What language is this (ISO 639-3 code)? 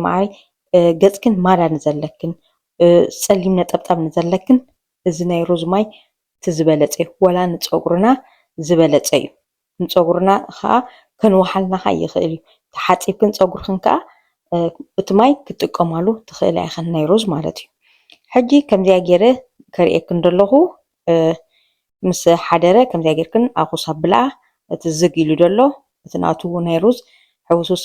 tir